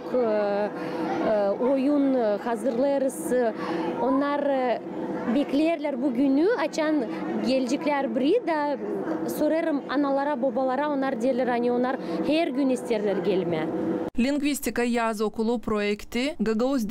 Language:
Gagauz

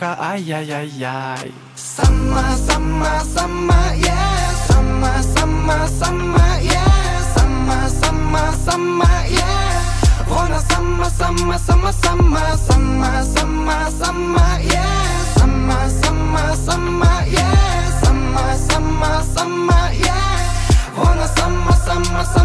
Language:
Ukrainian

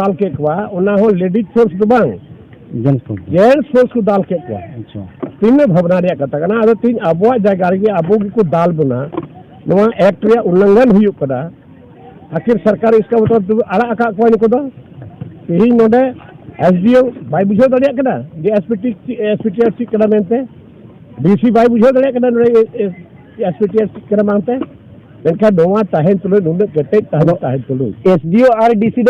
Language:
Santali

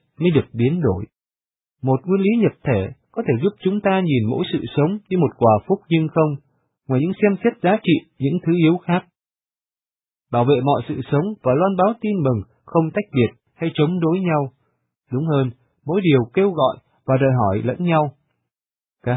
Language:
Vietnamese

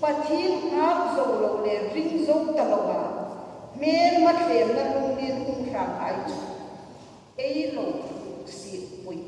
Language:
Hmar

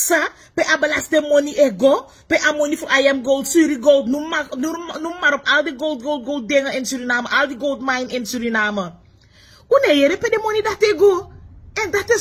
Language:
Sranan Tongo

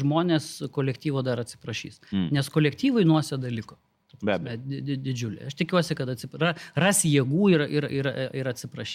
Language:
Lithuanian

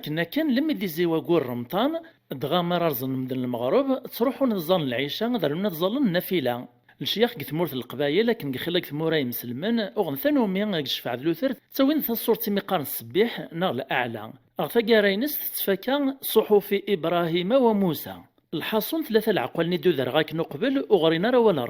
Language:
Kabyle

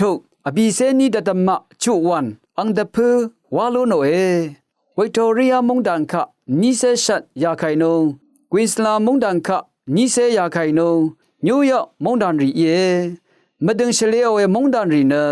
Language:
Rawang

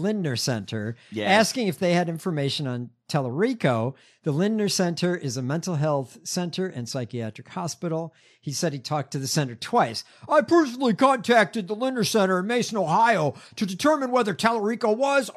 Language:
English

